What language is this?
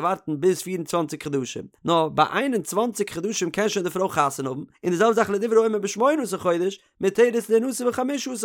Yiddish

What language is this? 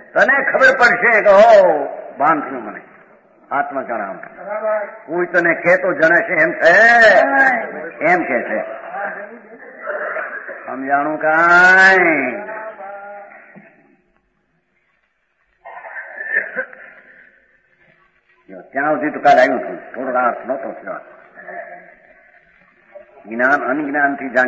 Gujarati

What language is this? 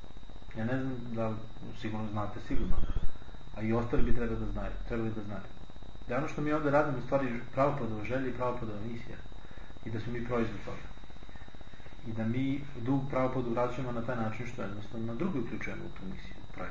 Serbian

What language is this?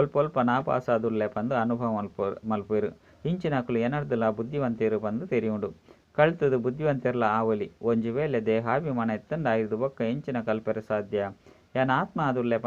Tulu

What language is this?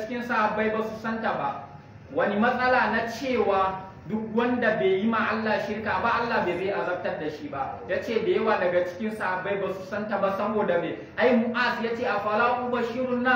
Hausa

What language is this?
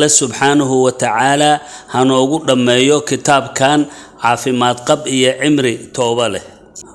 Somali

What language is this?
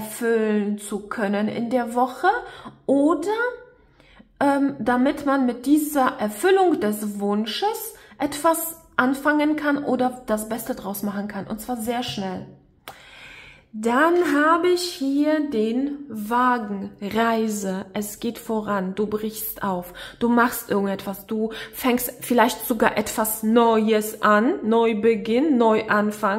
German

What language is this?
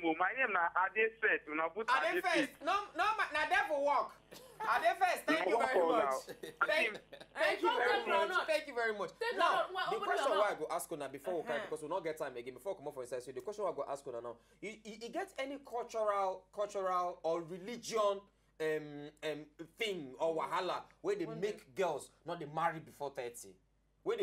Nigerian Pidgin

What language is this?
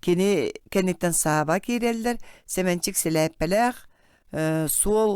Yakut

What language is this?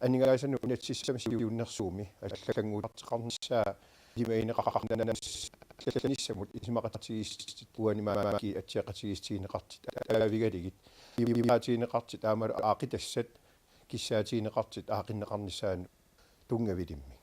Kalaallisut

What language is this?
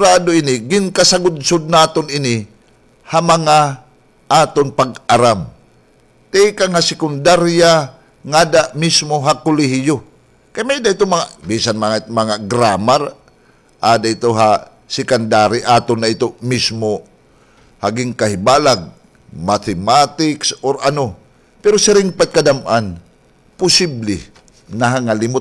Waray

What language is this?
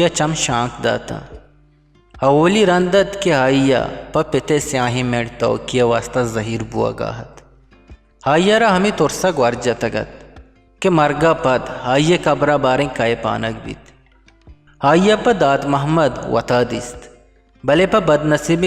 Eastern Balochi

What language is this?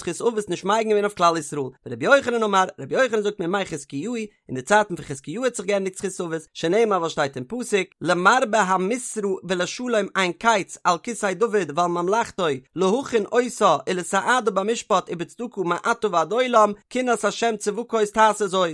Yiddish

